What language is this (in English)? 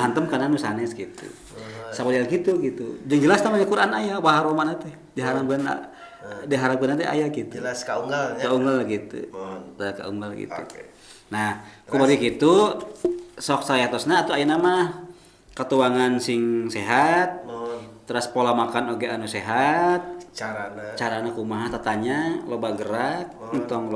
Sundanese